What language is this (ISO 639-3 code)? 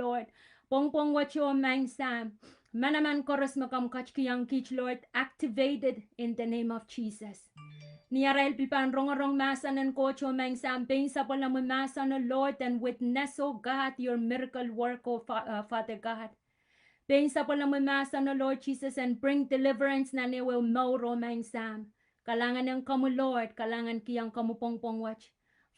pon